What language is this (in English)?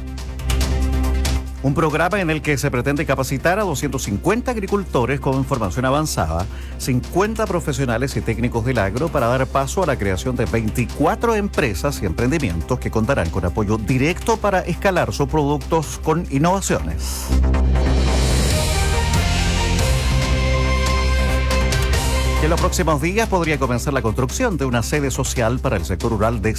Spanish